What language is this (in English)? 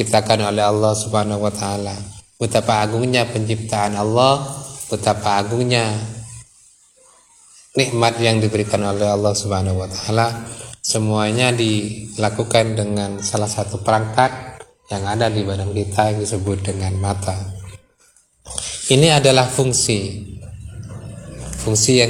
Indonesian